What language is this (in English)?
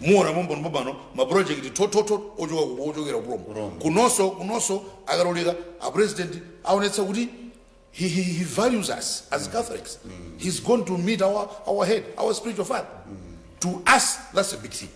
Nyanja